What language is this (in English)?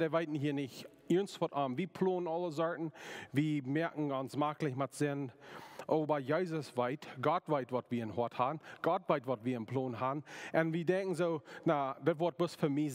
Plautdietsch